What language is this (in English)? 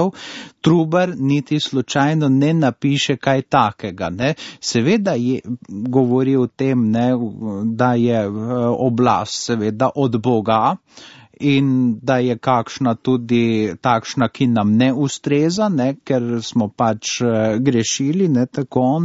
Slovenian